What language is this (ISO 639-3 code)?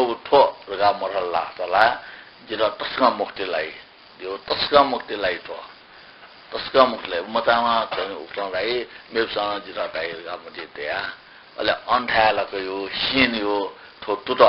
new